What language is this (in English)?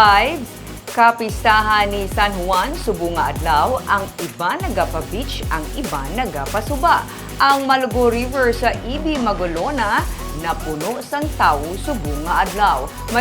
Hiligaynon